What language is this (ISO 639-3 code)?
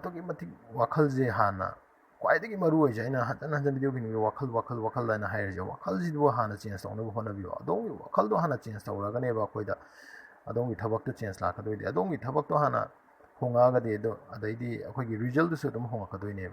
mni